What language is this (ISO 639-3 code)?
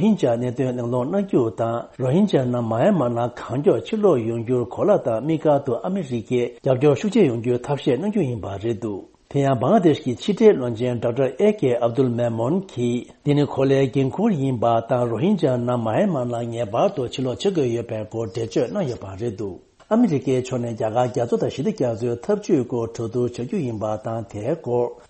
bod